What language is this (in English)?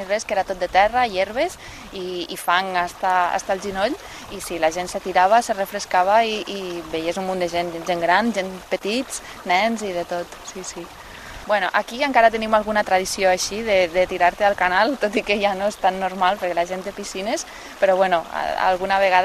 Catalan